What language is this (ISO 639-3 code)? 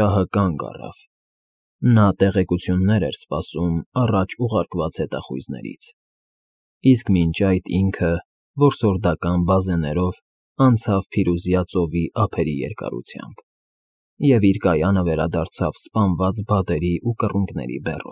hye